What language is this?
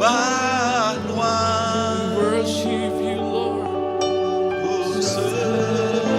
Iban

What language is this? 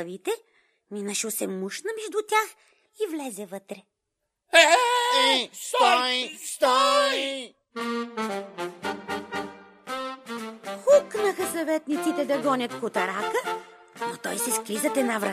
Bulgarian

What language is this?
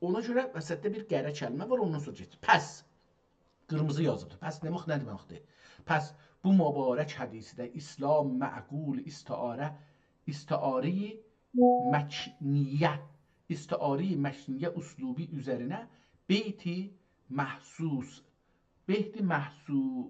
South Azerbaijani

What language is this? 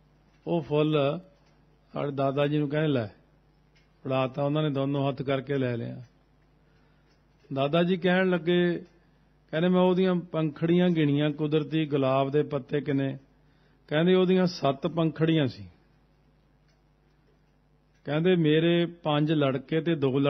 Punjabi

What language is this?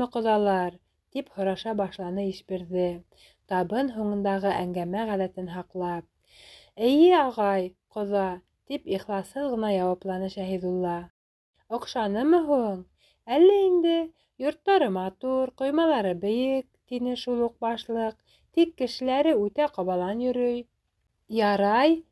Bashkir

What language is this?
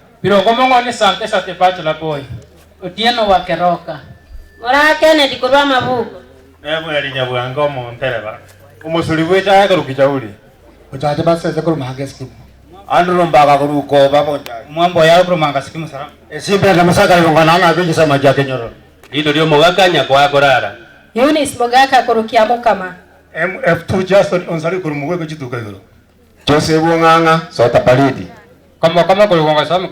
Gusii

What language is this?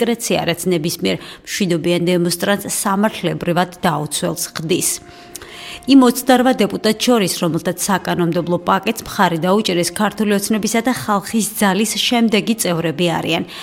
Georgian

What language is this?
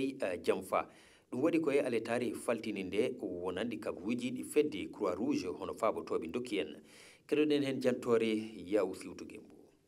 Fula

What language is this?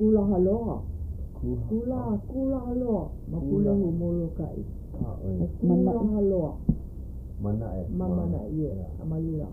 Hawaiian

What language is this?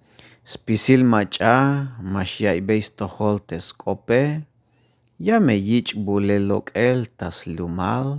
Tzeltal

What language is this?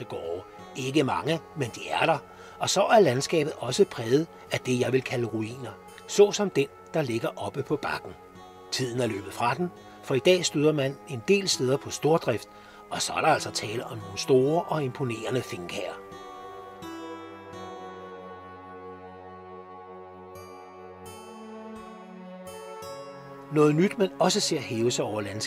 Danish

